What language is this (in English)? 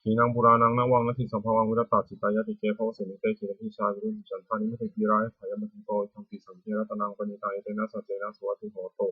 Pali